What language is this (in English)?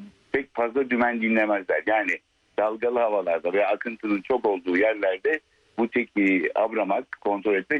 Turkish